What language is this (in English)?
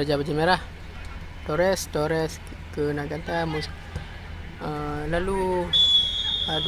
Achinese